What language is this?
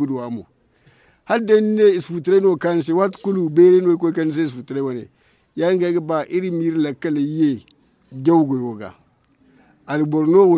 Zarma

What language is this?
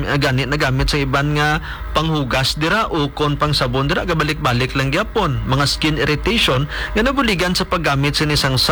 Hiligaynon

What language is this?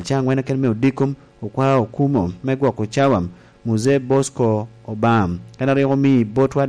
Lango (Uganda)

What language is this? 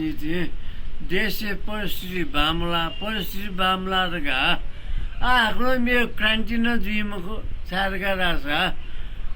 Newari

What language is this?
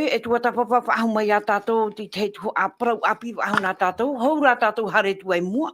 Tahitian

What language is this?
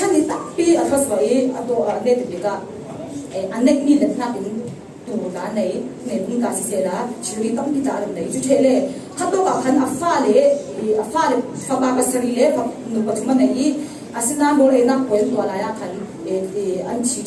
Falam Chin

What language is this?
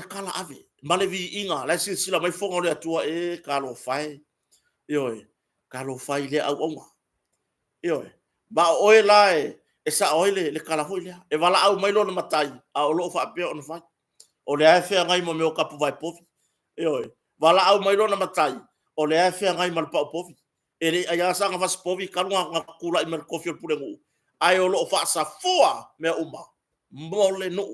Samoan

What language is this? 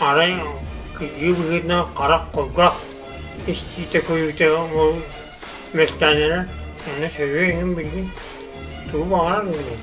Yakut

